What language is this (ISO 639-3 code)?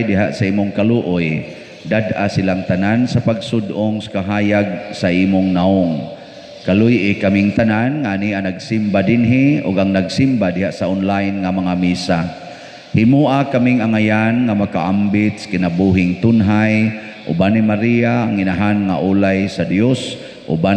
ceb